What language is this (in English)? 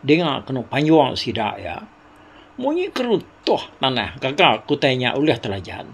Iban